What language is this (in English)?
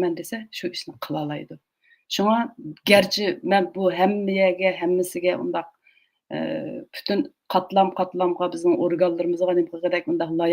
Uyghur